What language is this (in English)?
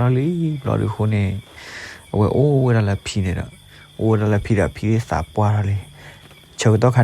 S'gaw Karen